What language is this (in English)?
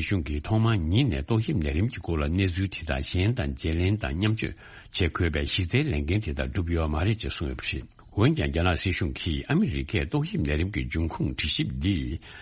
Tibetan